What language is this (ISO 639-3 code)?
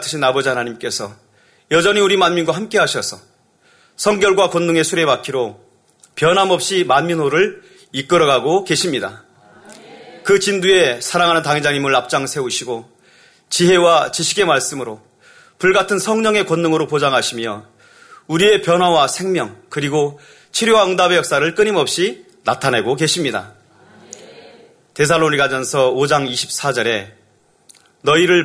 kor